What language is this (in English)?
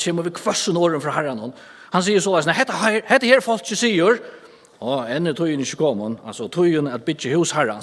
Faroese